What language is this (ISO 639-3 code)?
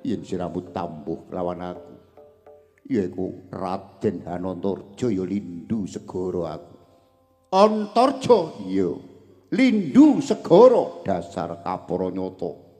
jav